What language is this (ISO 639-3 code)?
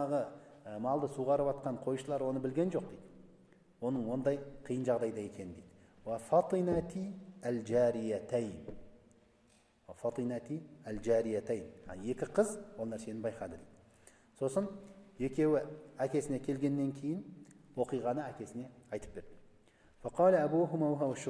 kaz